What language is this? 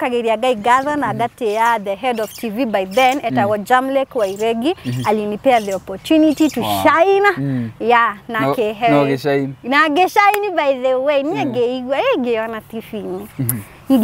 Kikuyu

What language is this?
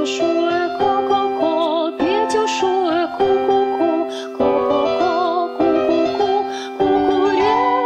Komi-Permyak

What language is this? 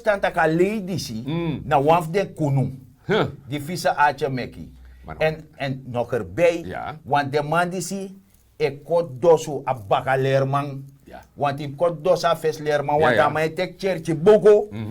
Sranan Tongo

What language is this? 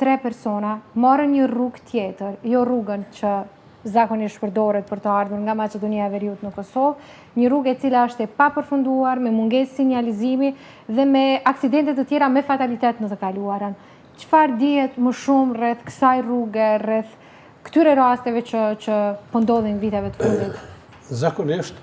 Albanian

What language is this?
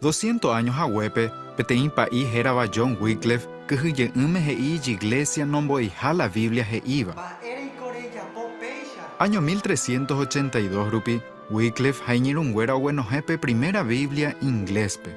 Guarani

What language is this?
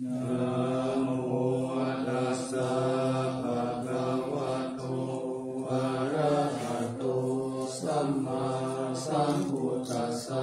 Pali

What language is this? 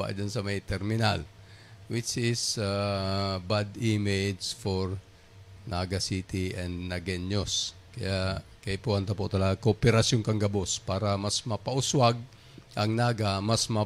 Bikol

